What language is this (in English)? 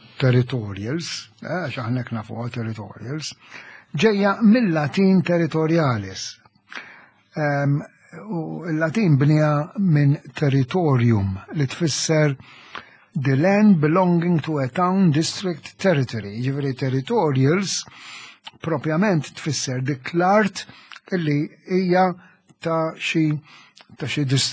Maltese